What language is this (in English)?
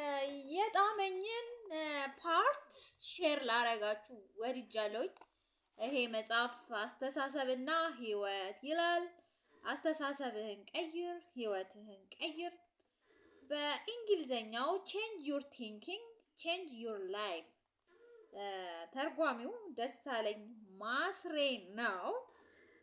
Amharic